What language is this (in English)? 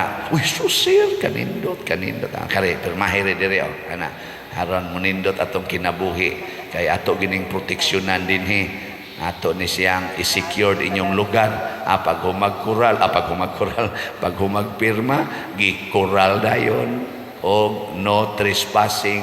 Cebuano